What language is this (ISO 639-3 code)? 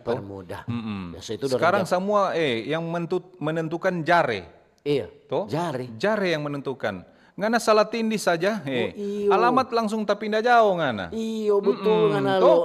xmm